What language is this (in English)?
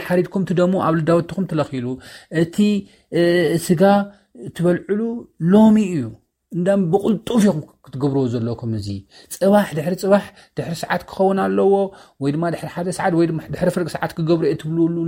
Tigrinya